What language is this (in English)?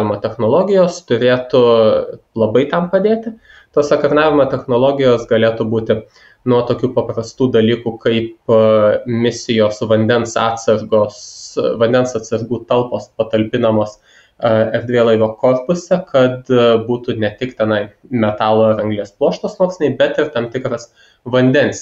Lithuanian